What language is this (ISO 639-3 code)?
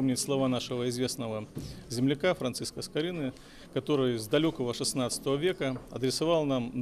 bel